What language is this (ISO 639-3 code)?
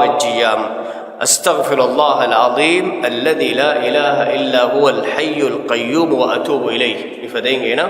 div